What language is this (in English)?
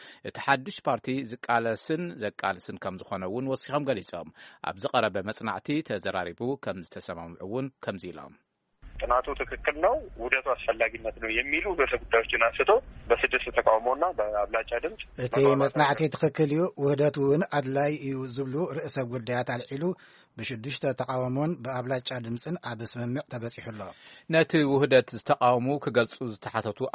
Tigrinya